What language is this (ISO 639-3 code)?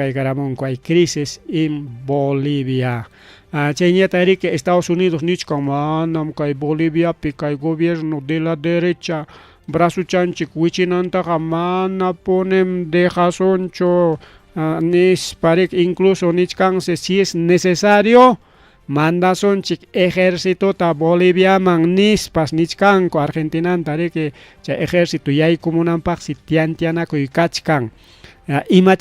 quy